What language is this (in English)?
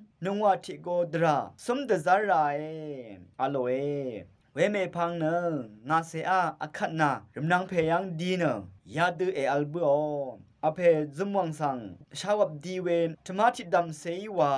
Rawang